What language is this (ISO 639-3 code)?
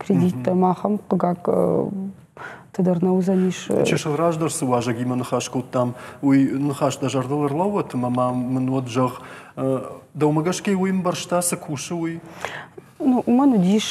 oss